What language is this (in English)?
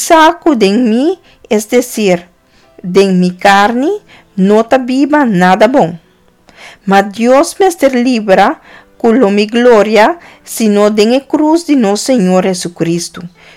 Papiamento